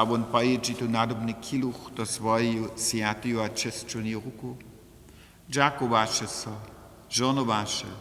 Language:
Upper Sorbian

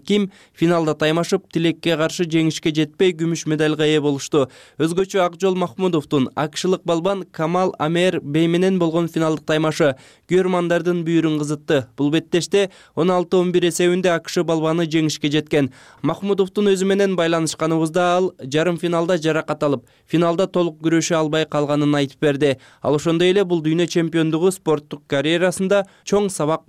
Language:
Kyrgyz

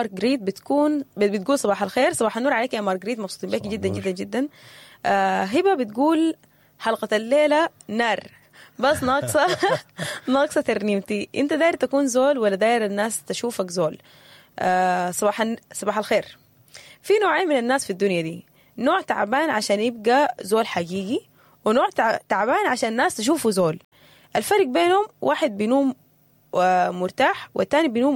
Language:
Sudanese Arabic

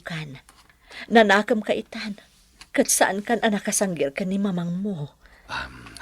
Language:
Iloko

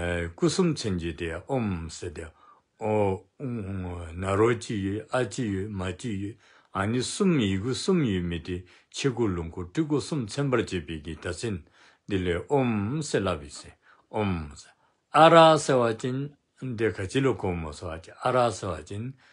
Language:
Dzongkha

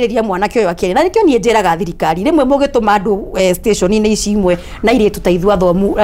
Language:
Kikuyu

